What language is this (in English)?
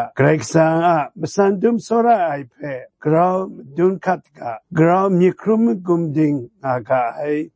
Kachin